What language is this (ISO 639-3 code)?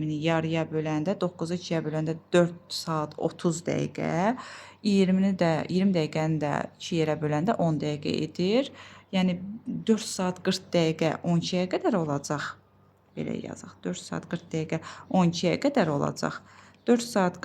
aze